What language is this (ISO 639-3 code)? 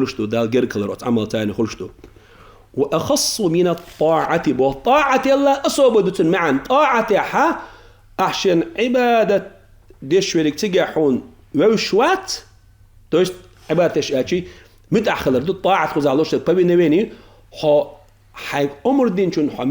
che